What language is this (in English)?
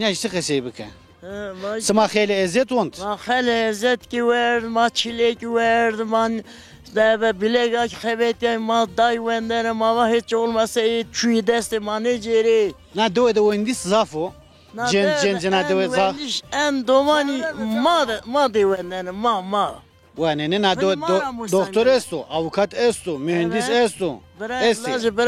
Zaza